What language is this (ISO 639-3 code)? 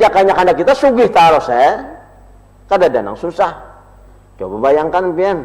bjn